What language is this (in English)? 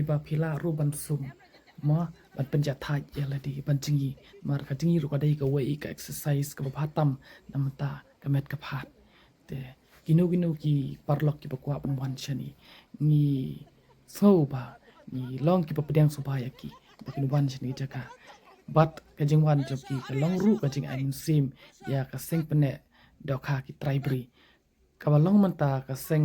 Khasi